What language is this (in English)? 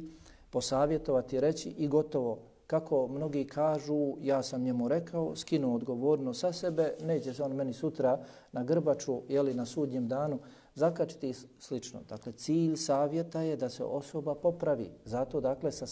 Bosnian